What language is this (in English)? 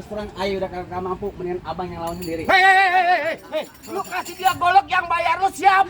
Betawi